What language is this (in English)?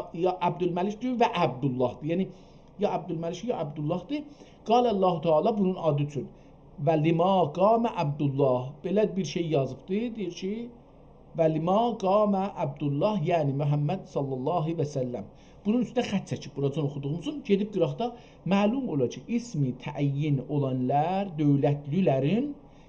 South Azerbaijani